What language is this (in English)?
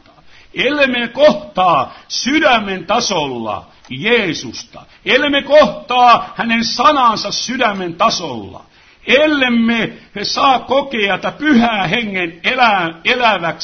Finnish